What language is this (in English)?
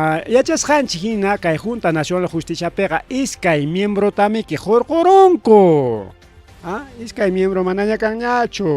Ayacucho Quechua